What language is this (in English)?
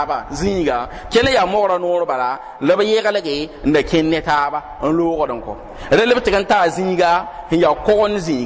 Mossi